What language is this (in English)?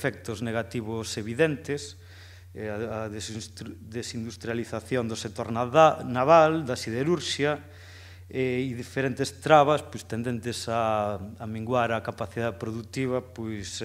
Galician